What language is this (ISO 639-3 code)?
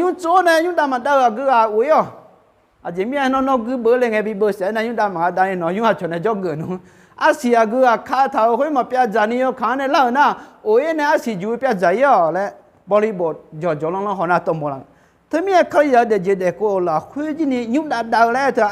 ahk